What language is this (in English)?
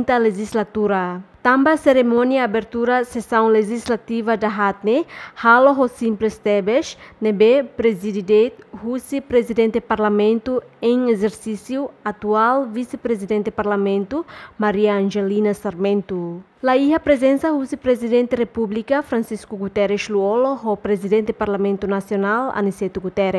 Tetum